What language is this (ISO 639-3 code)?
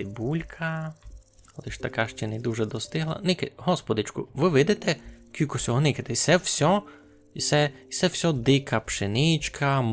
rue